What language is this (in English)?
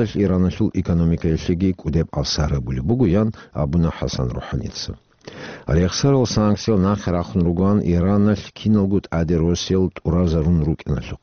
Avaric